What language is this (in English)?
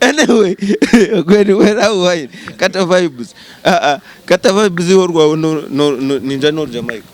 Nyankole